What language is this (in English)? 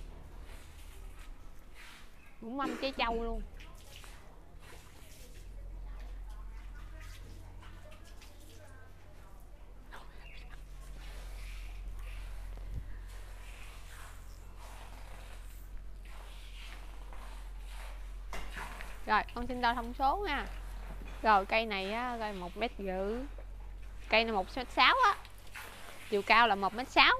Vietnamese